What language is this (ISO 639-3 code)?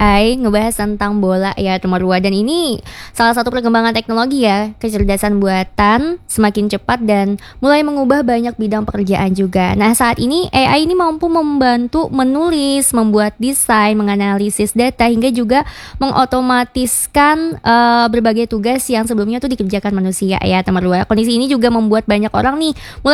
ind